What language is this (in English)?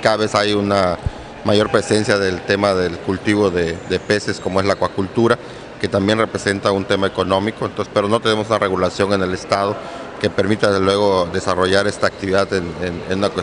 Spanish